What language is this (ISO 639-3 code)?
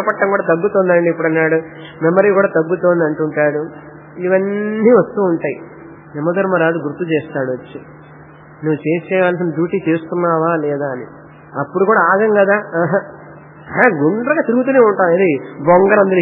tel